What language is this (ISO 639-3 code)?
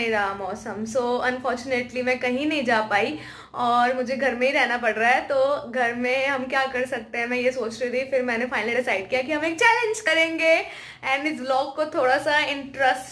hin